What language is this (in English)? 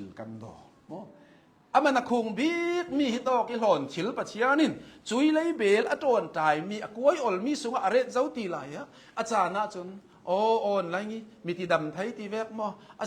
Hakha Chin